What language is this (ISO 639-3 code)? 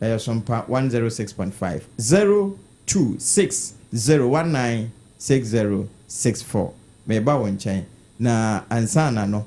aka